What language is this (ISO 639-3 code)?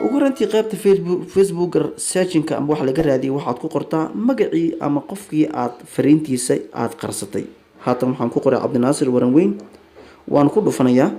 som